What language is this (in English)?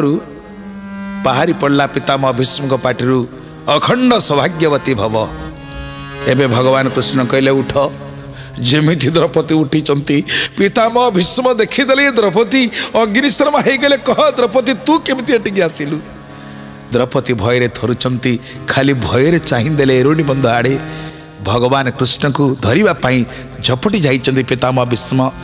Odia